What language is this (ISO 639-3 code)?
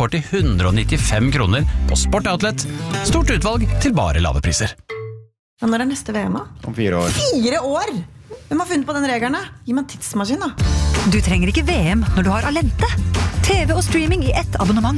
nor